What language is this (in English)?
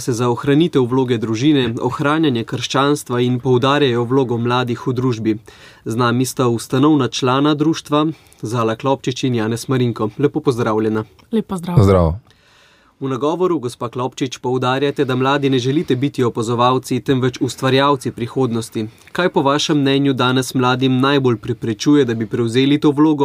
Slovenian